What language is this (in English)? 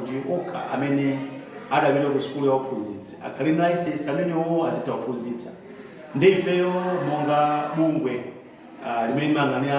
Nyanja